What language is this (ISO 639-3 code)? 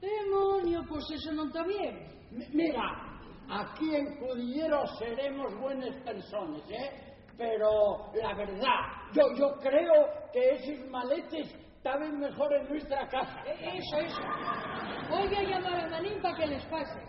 ast